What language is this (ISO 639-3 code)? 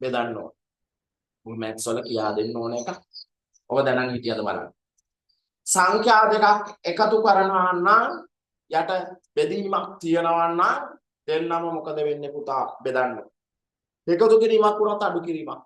sin